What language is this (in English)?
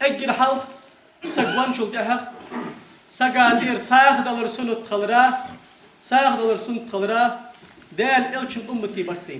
Ingush